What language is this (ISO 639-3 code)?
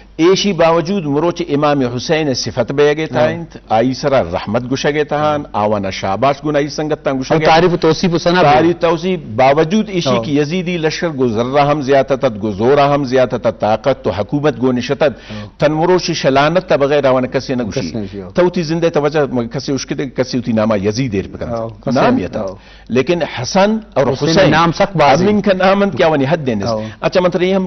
bgp